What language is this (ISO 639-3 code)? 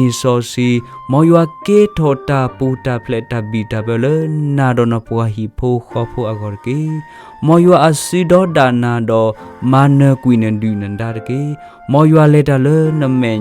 ksw